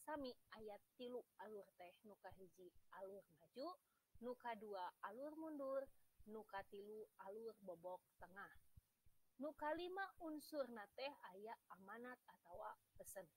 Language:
Sundanese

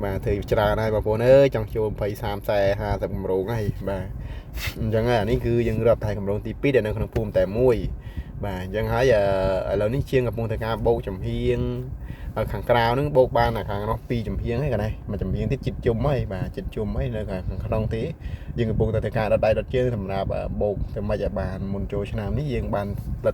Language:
Khmer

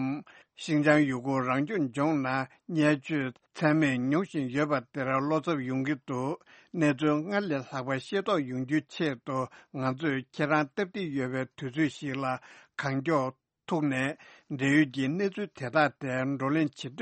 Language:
Tibetan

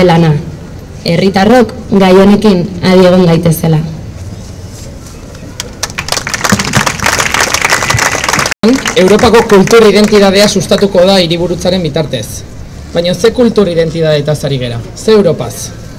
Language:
Basque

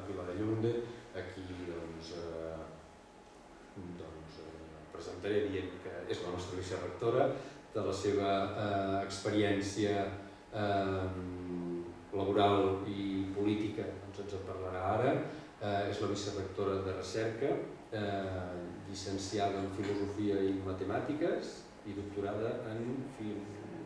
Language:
Catalan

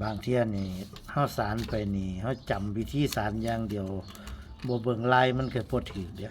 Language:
Northeastern Thai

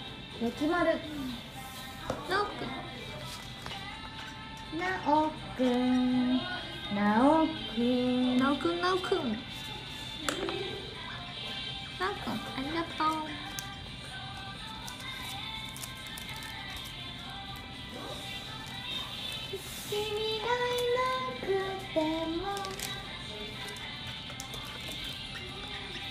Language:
Japanese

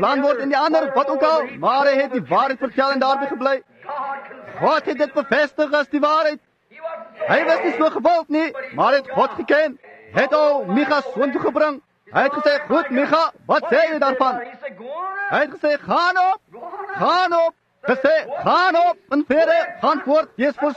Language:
Afrikaans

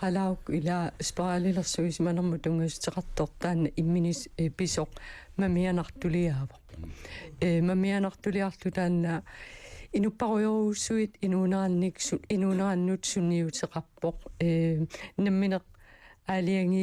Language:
Kalaallisut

